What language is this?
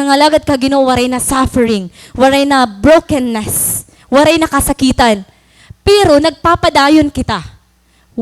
Waray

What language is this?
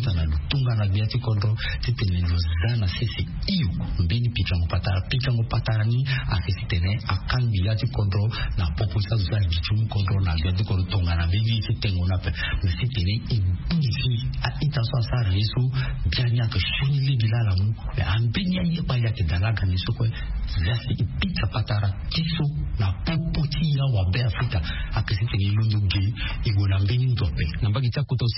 Sango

